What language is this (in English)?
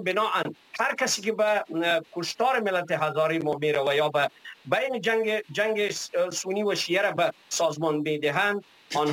Persian